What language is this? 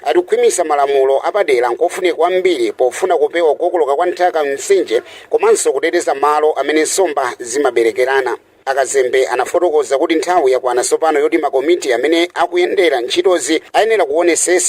Nyanja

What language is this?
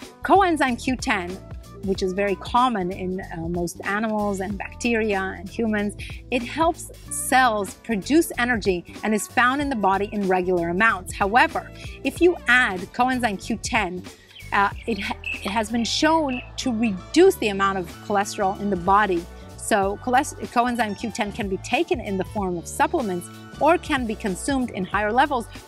English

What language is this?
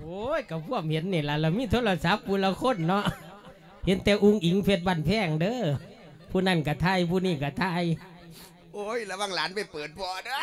Lao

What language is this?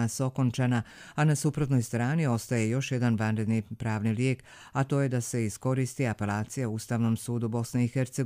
Croatian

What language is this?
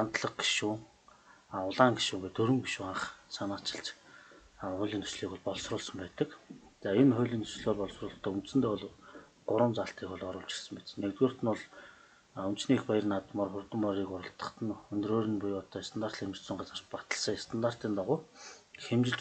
Mongolian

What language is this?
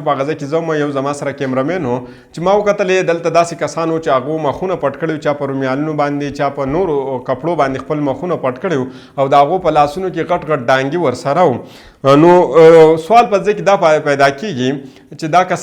Pashto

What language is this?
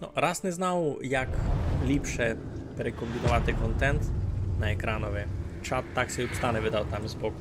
Rusyn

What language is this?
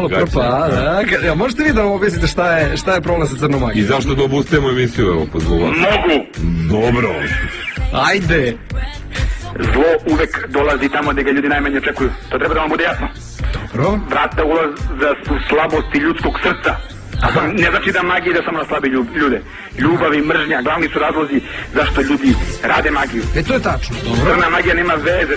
Serbian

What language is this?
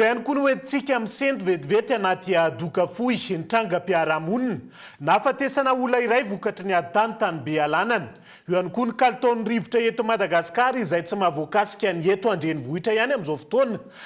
Malagasy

